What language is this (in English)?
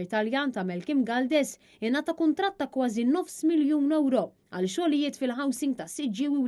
Maltese